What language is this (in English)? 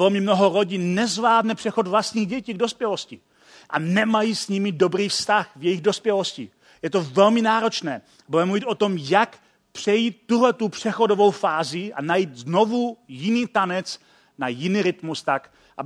Czech